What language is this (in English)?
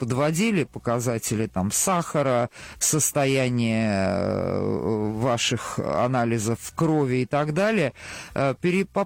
Russian